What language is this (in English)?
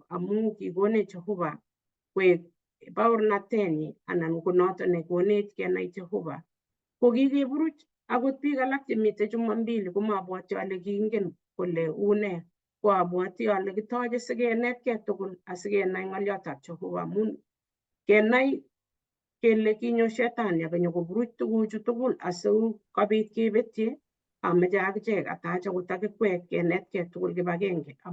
Kalenjin